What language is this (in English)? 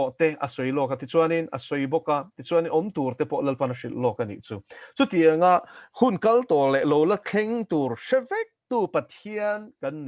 Mizo